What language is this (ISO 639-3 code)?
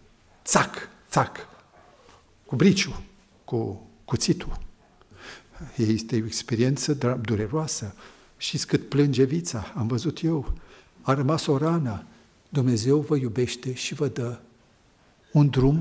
ron